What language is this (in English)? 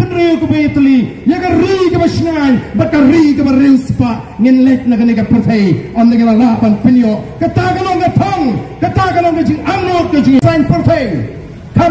Khasi